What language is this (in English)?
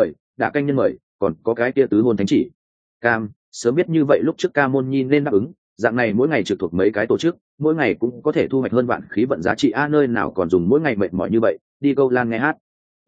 Vietnamese